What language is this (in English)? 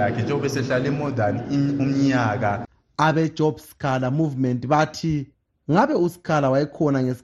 North Ndebele